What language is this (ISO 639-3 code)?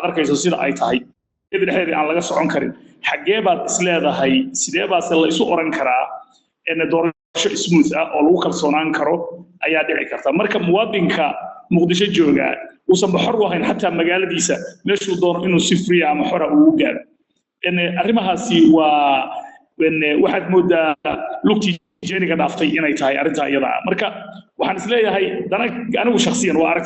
som